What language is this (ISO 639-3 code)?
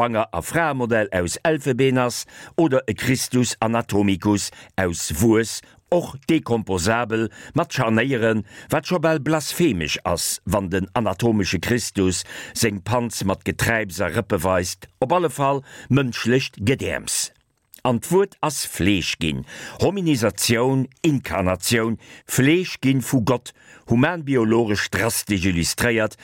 ltz